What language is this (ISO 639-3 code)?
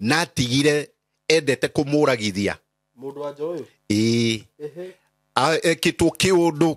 kik